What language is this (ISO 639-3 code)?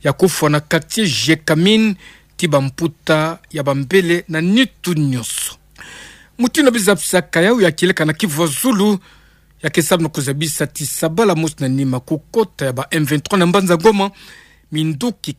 ktu